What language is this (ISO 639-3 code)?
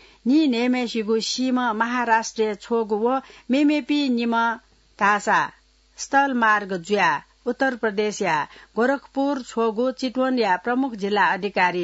new